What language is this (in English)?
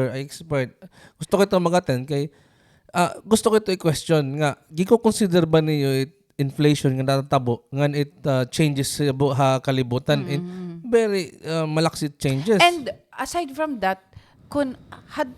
Waray